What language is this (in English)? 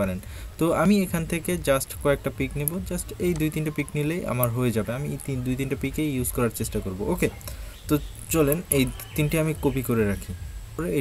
Bangla